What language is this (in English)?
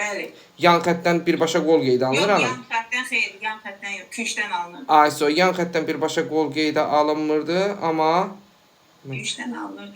Azerbaijani